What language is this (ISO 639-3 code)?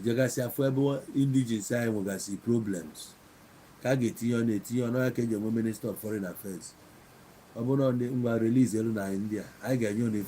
ibo